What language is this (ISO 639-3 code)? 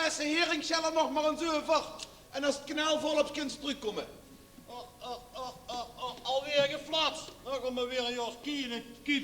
lim